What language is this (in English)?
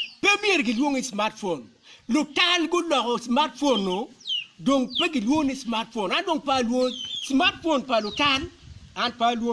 Acoli